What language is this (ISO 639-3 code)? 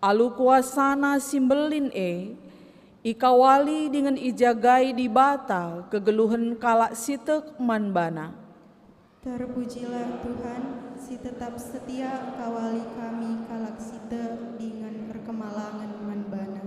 btx